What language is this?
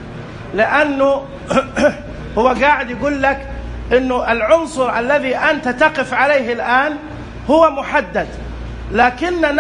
Najdi Arabic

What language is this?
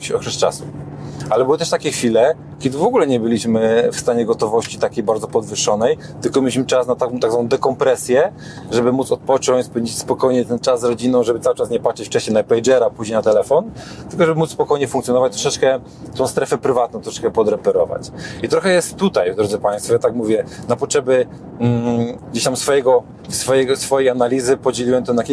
Polish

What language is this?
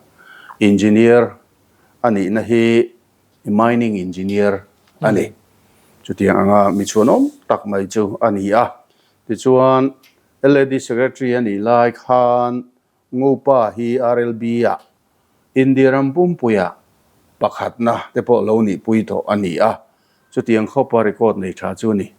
Mizo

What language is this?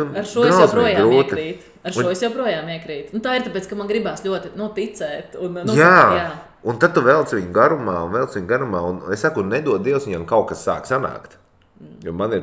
Latvian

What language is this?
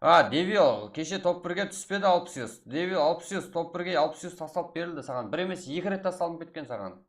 Kara-Kalpak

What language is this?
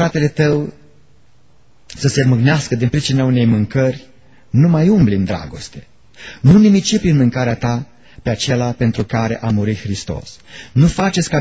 Romanian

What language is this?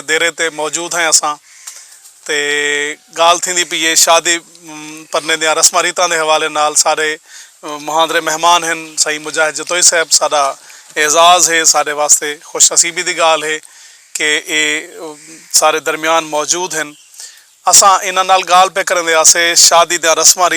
Saraiki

